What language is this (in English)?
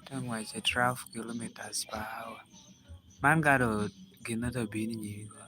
Lango (Uganda)